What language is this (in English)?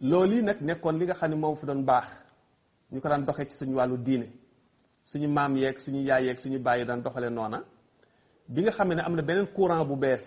Wolof